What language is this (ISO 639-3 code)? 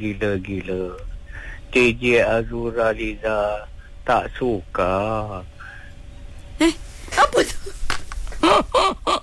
msa